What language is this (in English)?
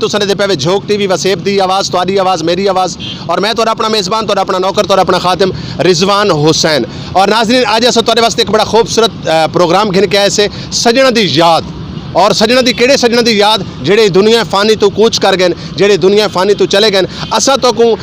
Saraiki